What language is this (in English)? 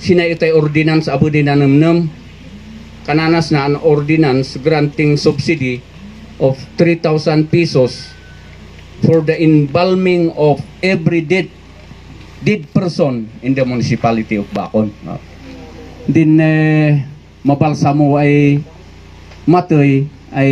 Kankanaey